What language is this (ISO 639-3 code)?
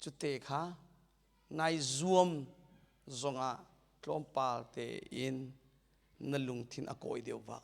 cnh